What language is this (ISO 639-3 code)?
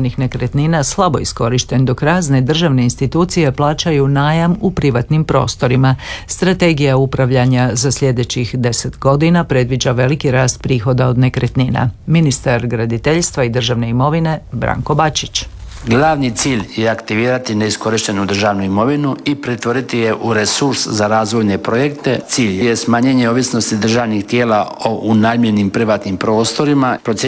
hrv